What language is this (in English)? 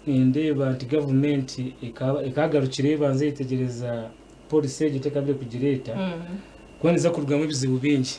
Nyankole